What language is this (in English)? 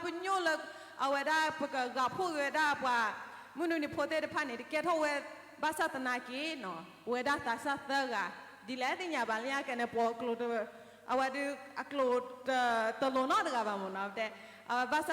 S'gaw Karen